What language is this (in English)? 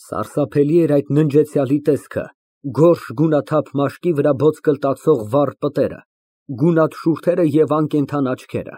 Armenian